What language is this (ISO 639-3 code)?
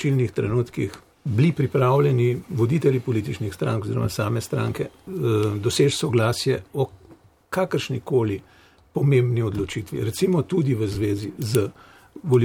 slv